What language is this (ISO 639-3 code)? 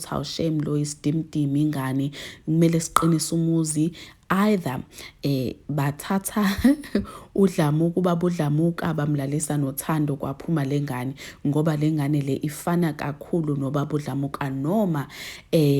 zul